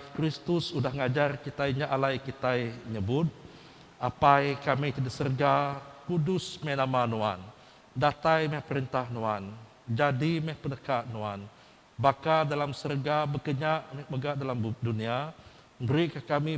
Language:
Iban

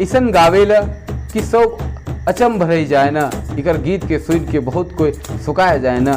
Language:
Sadri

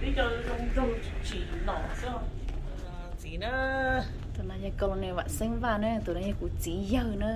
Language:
Hmong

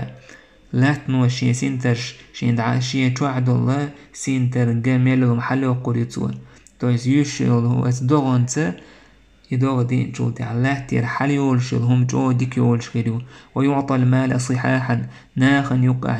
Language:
Chechen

